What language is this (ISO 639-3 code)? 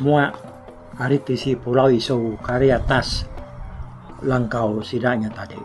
iba